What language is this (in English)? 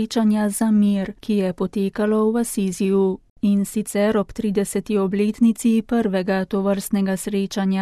Slovenian